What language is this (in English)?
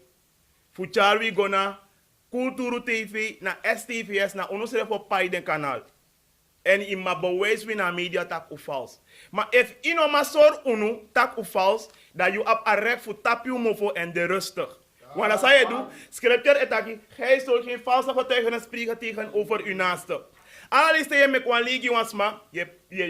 Sranan Tongo